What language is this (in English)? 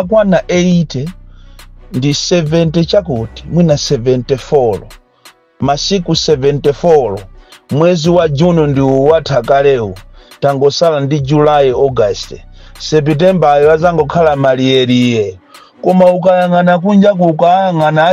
Nyanja